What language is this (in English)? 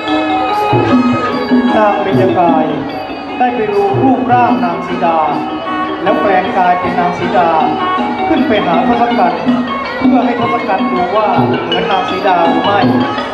Thai